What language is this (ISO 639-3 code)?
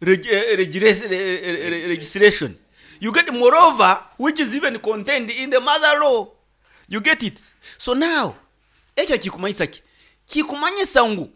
nyo